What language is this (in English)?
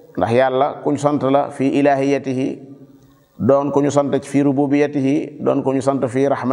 Wolof